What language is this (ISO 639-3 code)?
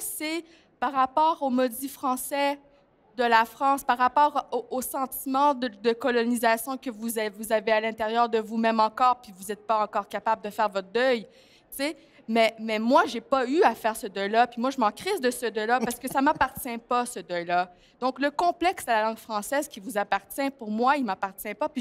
fra